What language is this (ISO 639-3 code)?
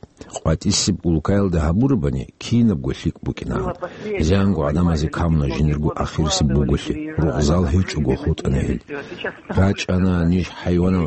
ava